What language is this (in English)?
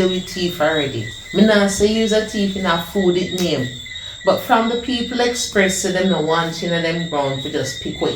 Jamaican Creole English